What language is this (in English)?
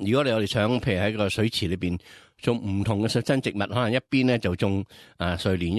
Cantonese